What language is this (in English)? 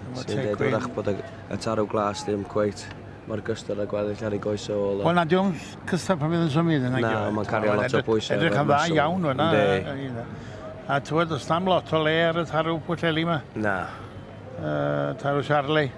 Welsh